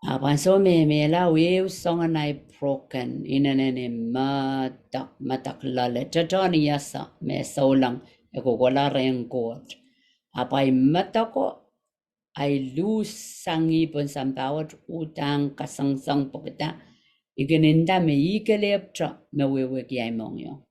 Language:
Pohnpeian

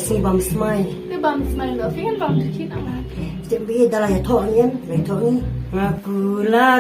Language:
Khasi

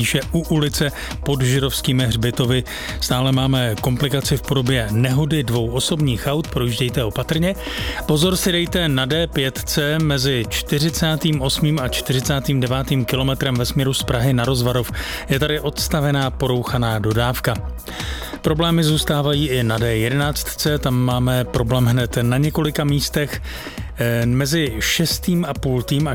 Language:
Czech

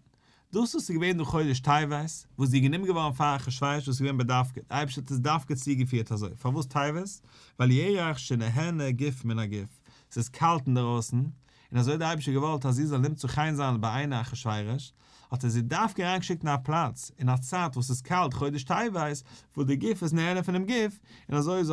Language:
Yiddish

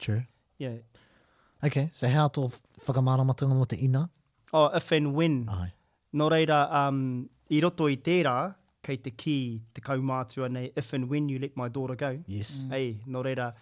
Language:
Māori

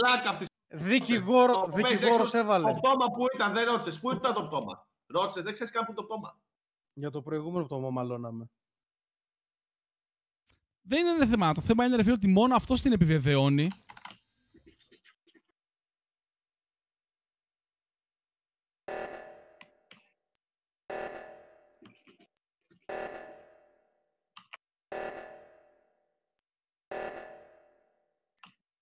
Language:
Greek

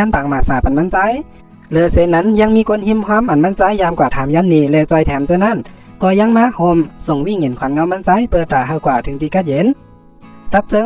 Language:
Shan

